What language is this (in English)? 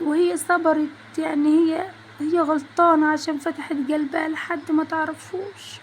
Egyptian Arabic